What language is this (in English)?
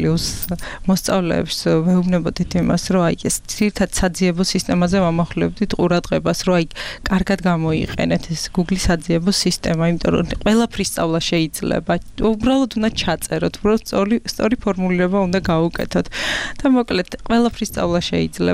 Georgian